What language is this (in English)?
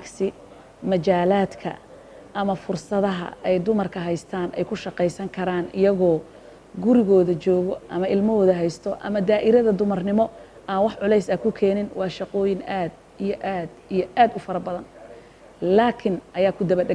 Somali